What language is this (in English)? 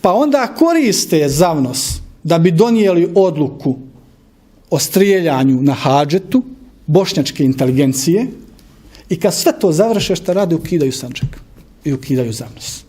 Bosnian